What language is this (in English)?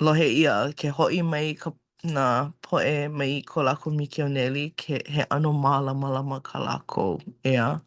Hawaiian